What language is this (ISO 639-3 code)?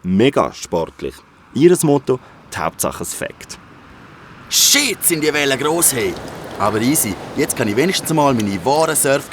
gsw